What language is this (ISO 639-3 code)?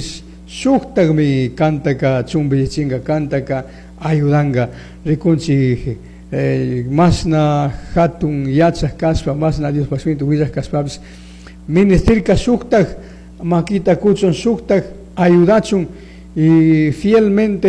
qug